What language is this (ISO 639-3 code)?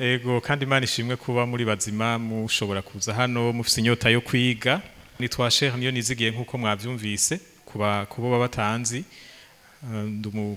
run